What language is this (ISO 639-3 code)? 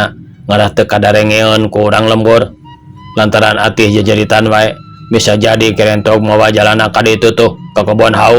sun